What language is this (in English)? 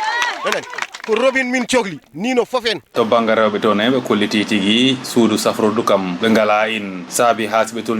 Fula